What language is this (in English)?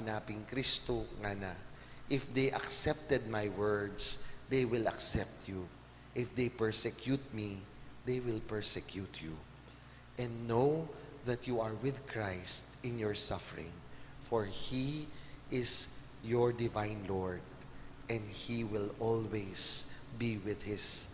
Pampanga